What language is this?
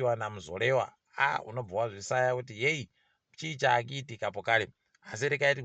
Ndau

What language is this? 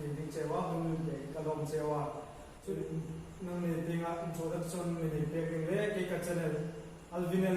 Hmar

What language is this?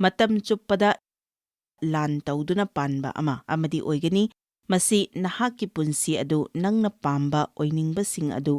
Manipuri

